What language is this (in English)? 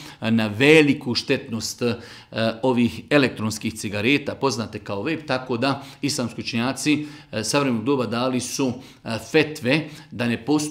Bosnian